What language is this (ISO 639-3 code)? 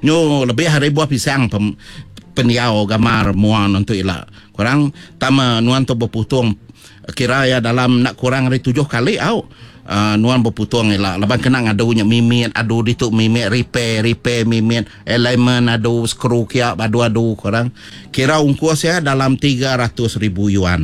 iba